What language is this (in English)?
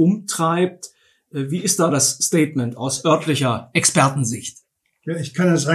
German